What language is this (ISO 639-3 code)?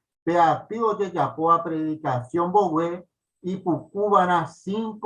grn